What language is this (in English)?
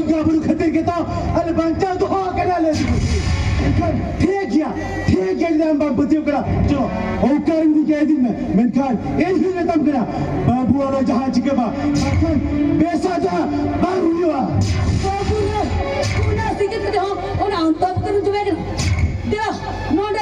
Santali